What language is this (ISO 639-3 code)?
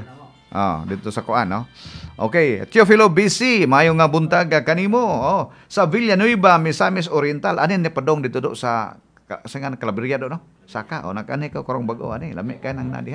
ceb